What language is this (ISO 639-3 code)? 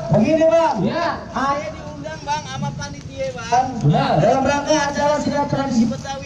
bew